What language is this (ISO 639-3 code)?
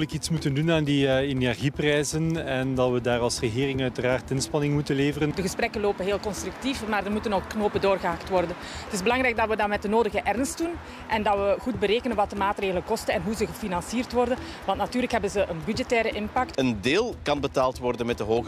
nld